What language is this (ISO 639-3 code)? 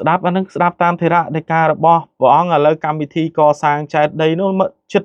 khm